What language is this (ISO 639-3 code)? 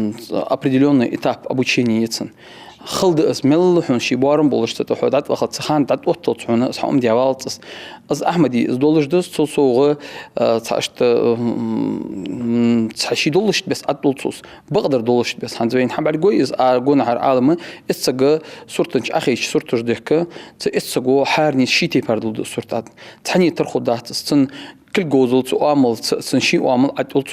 inh